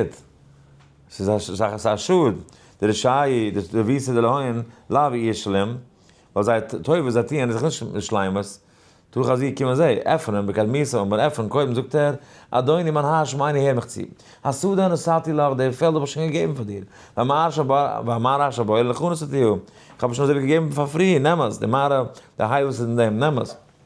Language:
Yiddish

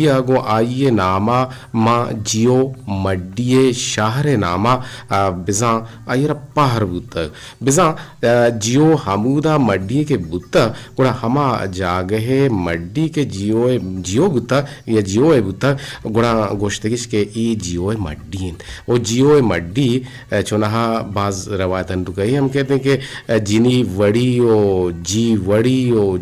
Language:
Eastern Balochi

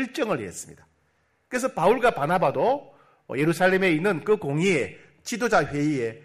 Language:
Korean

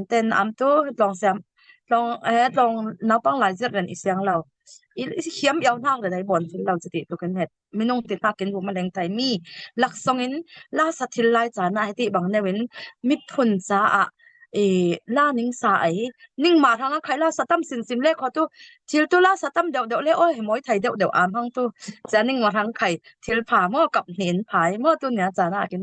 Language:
Falam Chin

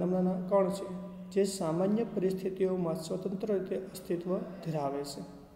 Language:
Gujarati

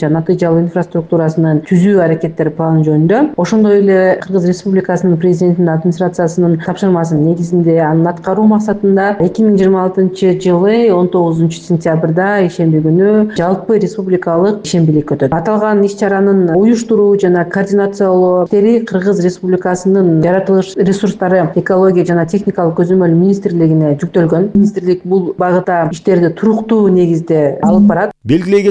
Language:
Kyrgyz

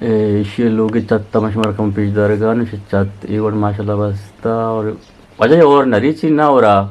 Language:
Eastern Balochi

